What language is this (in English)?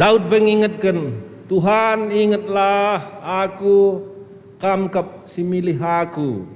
Batak Karo